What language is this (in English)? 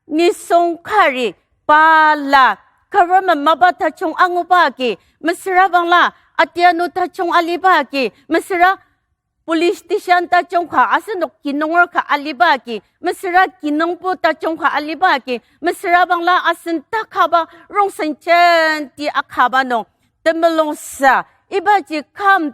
Ao Naga